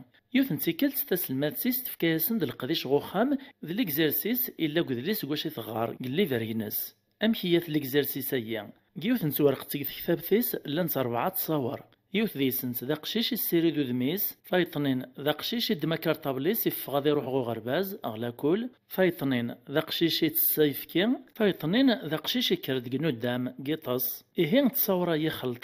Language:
Kabyle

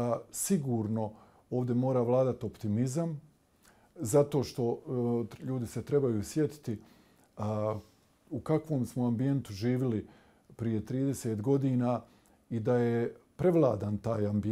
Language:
Bosnian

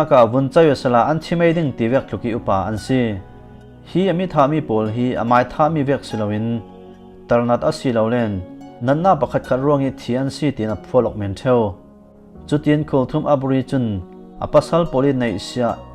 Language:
Falam Chin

